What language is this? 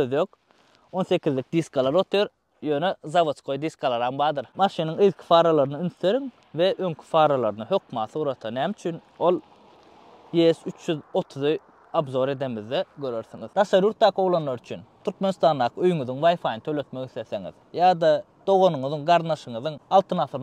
Turkmen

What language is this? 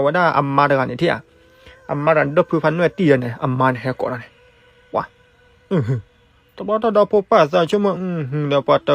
S'gaw Karen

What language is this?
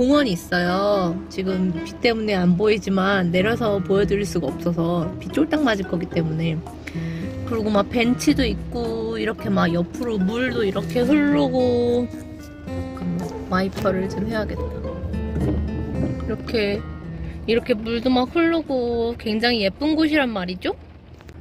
Korean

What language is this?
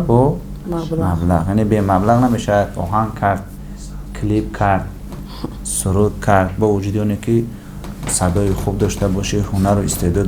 Tajik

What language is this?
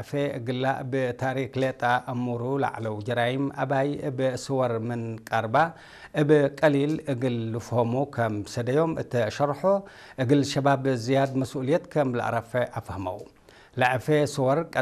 Tigre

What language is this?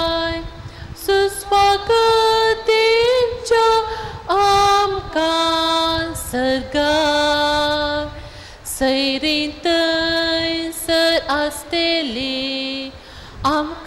Konkani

